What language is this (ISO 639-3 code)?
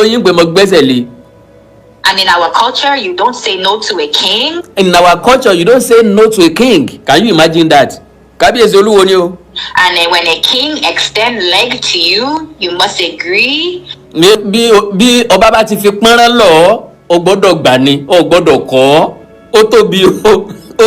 yor